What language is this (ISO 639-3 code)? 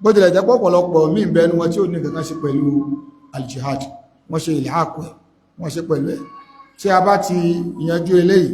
yor